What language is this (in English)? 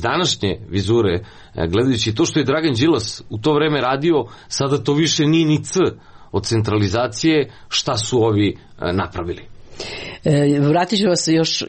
Serbian